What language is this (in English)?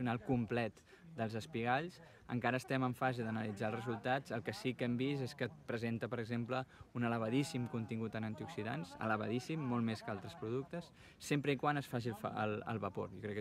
Catalan